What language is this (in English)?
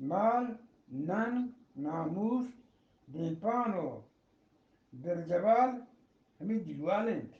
Eastern Balochi